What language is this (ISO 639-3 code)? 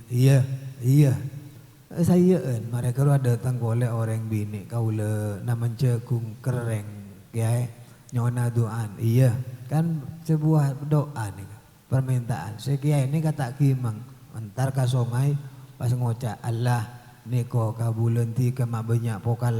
mad